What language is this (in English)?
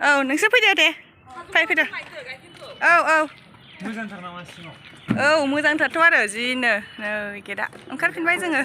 Bodo